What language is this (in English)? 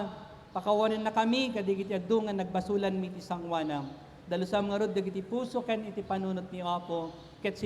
Iloko